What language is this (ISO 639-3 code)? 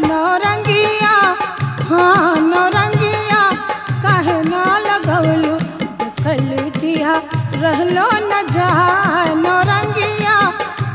bho